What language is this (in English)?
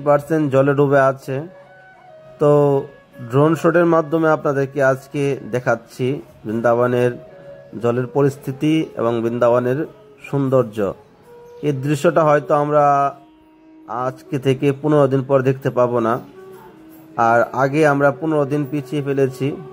Bangla